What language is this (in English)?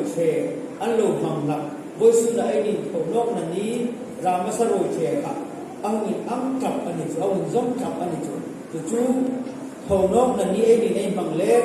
Hmar